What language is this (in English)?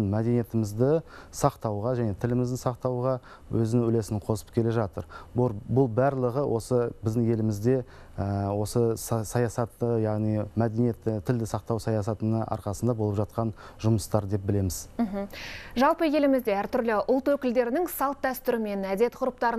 Kazakh